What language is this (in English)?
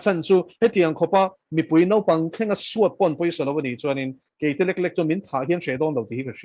Mizo